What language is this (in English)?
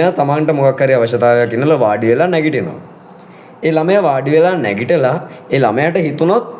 Sinhala